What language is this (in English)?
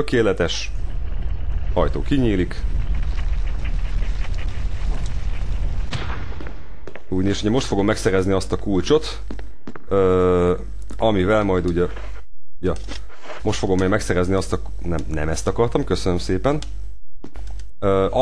Hungarian